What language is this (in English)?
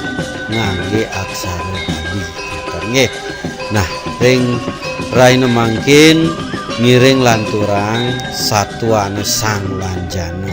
Balinese